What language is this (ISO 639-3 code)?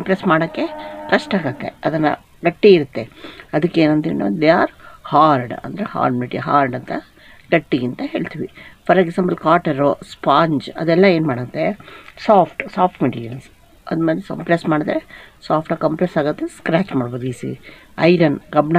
kan